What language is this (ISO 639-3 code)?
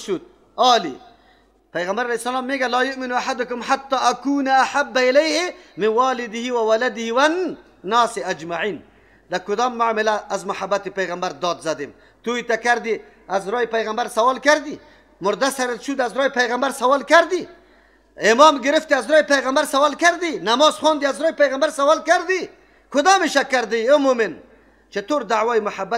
fas